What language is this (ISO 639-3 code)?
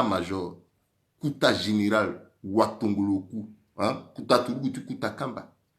sag